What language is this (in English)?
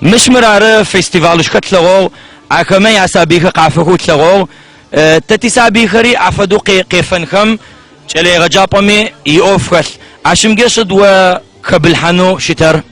Adyghe